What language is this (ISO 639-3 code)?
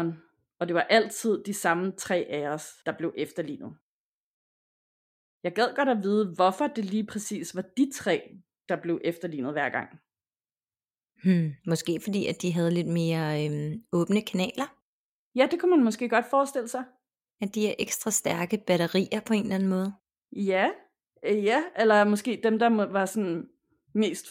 dan